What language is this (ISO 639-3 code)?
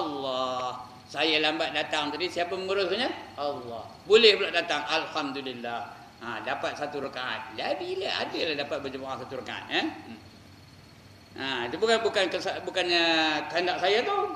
msa